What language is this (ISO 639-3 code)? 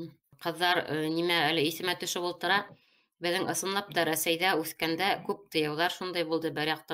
bak